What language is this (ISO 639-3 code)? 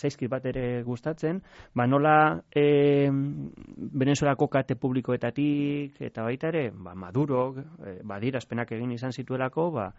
eus